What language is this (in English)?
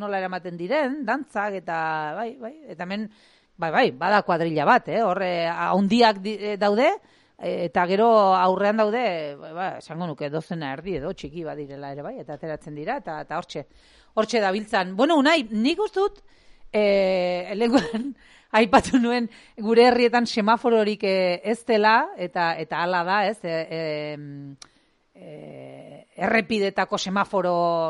Basque